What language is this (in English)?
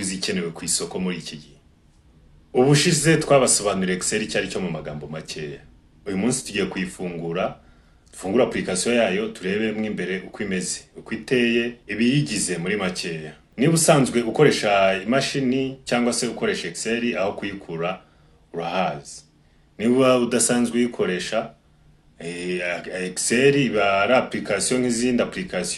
Kinyarwanda